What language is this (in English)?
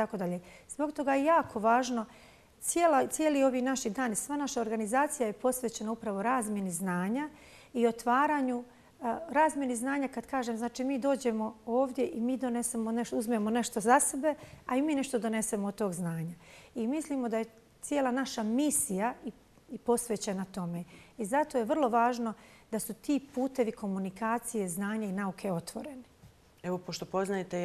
Bosnian